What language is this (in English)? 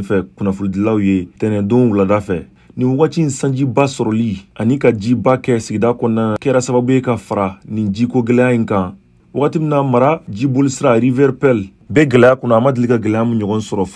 Bambara